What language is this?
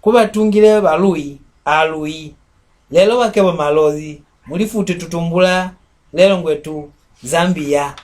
Mbunda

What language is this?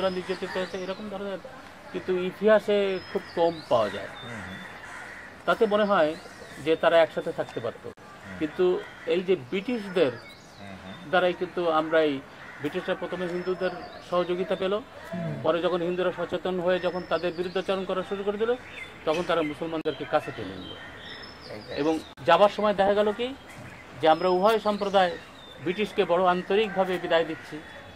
Bangla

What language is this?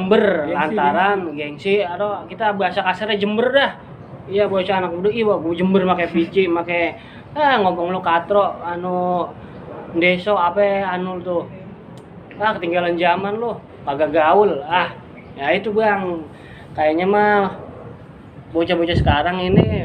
Betawi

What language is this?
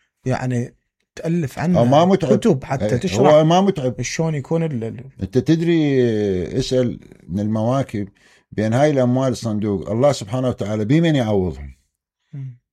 Mesopotamian Arabic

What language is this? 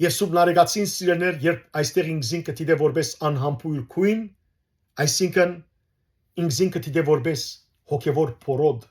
Western Armenian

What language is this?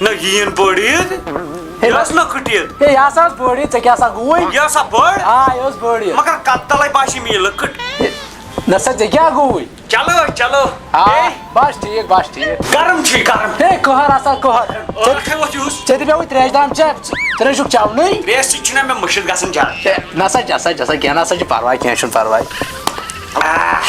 Kashmiri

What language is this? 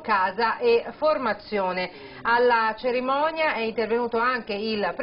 Italian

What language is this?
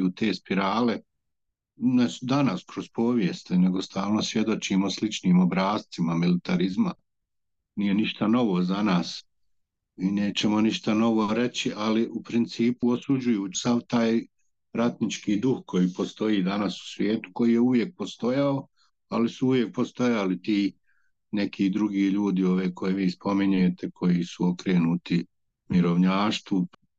Bosnian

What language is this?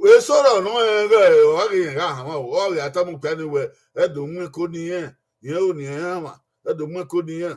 Bini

